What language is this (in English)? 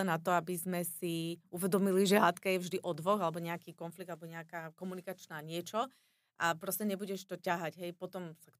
Slovak